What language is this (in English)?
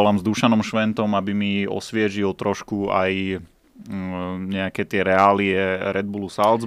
Slovak